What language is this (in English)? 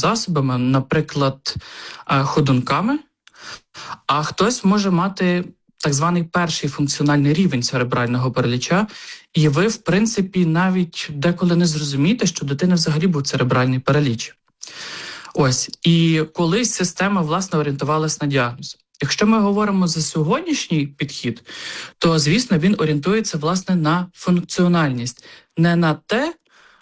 Ukrainian